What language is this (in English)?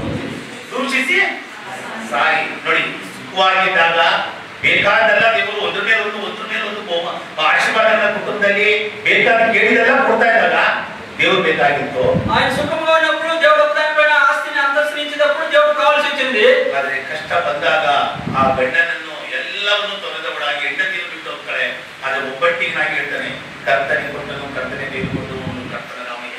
Kannada